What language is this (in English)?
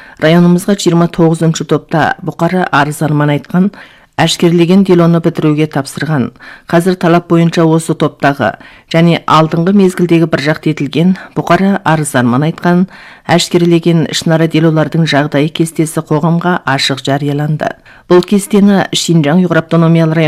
Kazakh